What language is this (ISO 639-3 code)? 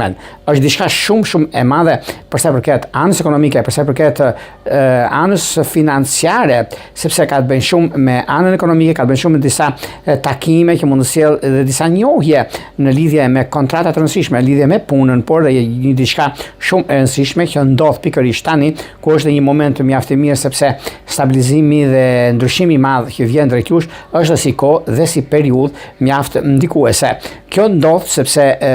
sqi